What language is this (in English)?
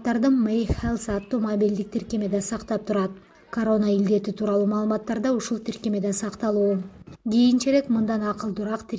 Kyrgyz